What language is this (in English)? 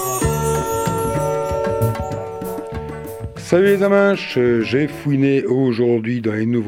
French